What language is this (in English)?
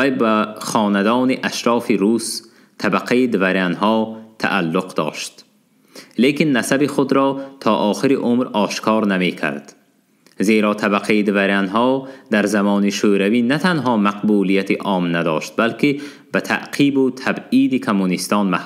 Tajik